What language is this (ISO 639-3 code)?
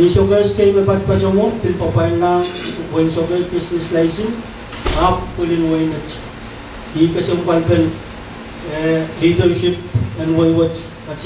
pon